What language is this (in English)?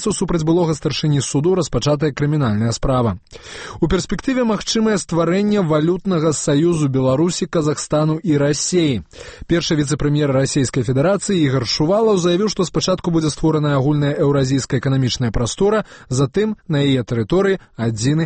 Belarusian